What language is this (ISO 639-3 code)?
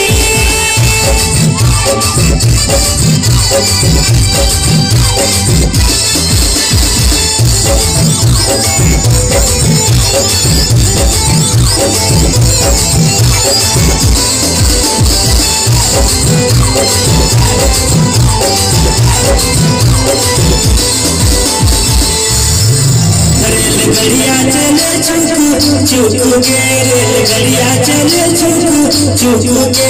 bho